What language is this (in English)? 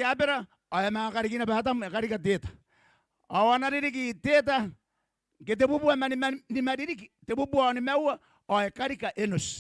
Gilbertese